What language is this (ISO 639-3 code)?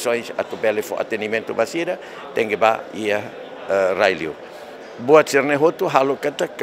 tet